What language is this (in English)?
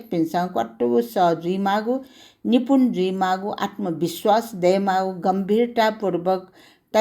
Newari